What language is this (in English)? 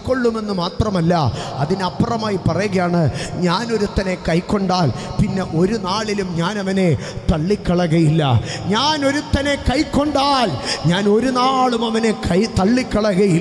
Malayalam